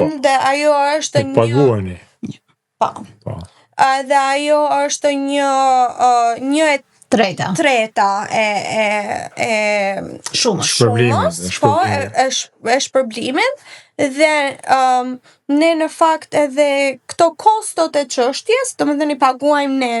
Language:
Albanian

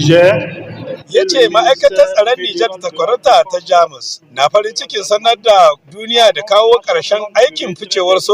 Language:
Hausa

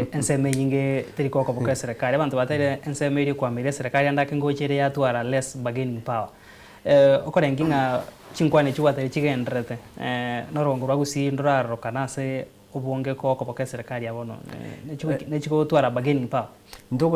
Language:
Gusii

